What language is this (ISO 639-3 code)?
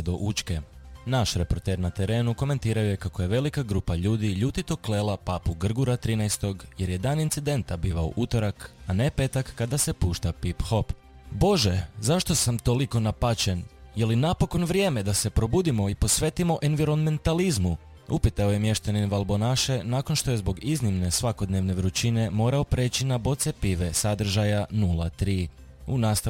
hrv